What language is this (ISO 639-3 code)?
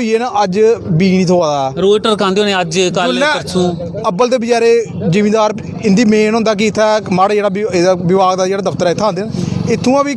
doi